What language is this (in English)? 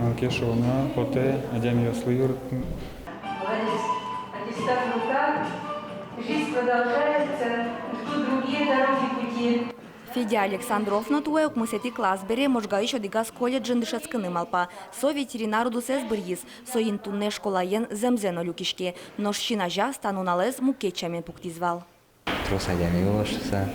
Udmurt